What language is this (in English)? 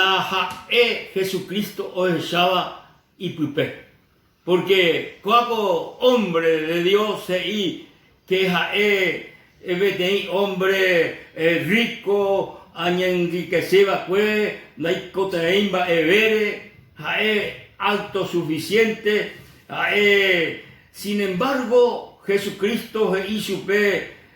Guarani